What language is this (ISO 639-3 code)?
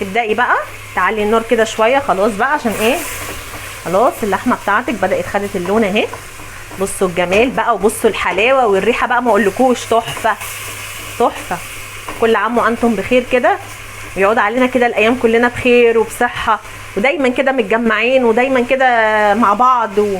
arz